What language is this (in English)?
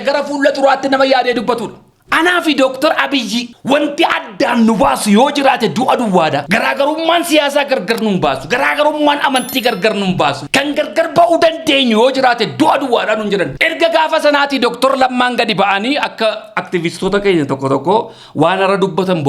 Oromo